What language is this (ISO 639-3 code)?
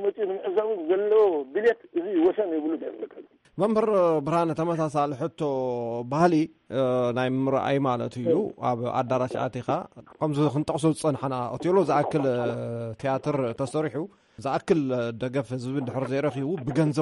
tir